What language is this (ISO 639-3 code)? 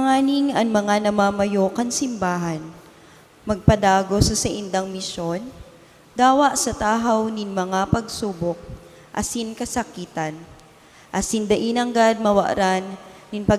bik